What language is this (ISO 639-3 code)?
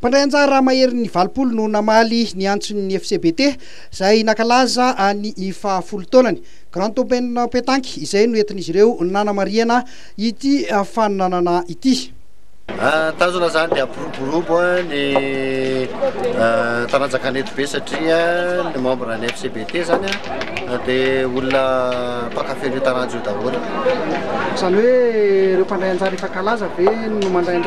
mlg